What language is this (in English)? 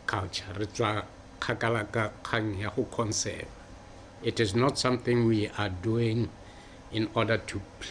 Tswana